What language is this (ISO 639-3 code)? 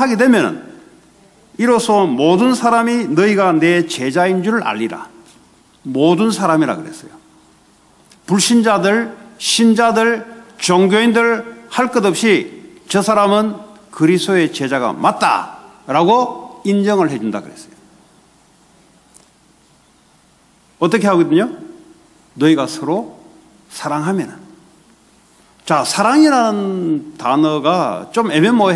kor